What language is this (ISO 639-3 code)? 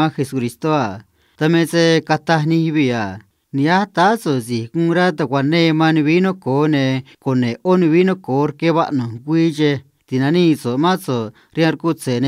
trc